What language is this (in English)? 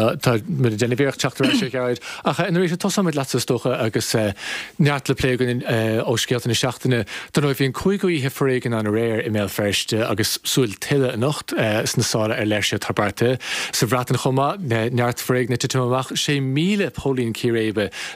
Irish